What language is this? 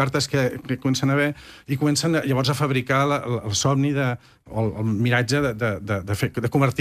Catalan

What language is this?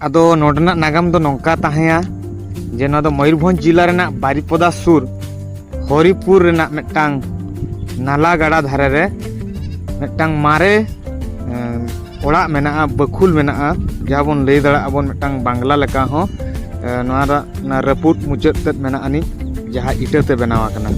Santali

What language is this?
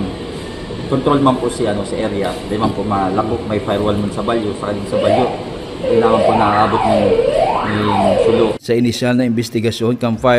Bikol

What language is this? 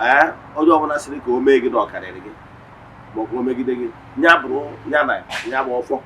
Igbo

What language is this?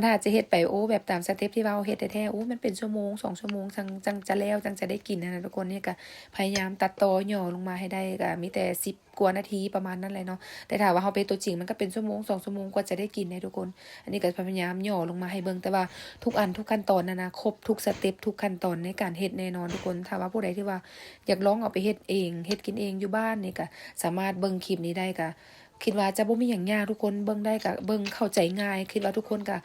Lao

